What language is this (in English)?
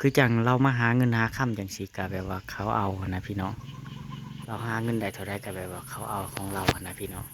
Northeastern Thai